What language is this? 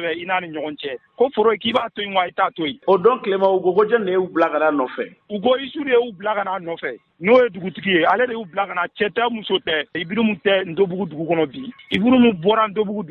Bambara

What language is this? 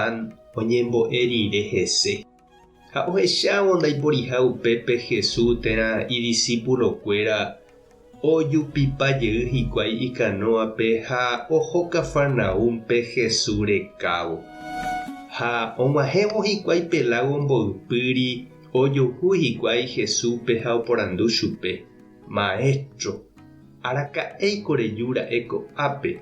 Guarani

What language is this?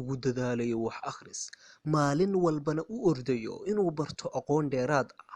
Somali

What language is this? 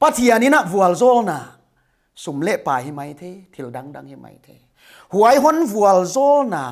Paite Chin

